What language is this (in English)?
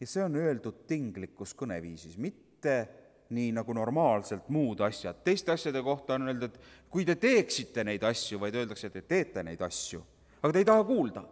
Estonian